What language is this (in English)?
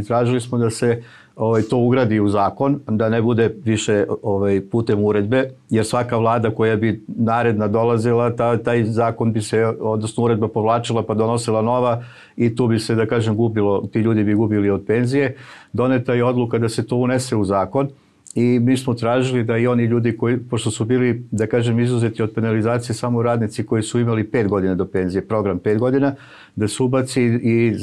Serbian